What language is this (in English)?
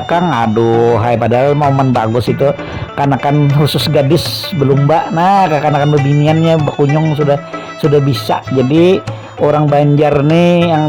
Banjar